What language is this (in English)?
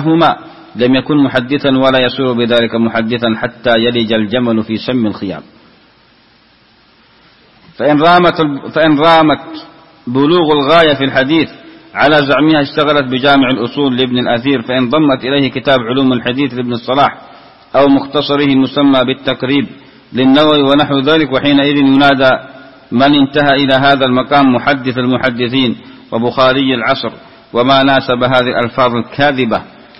Arabic